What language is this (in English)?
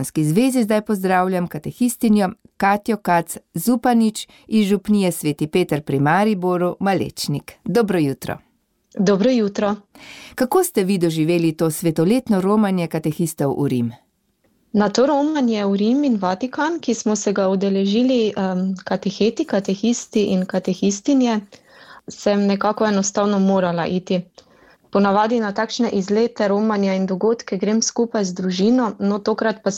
Slovenian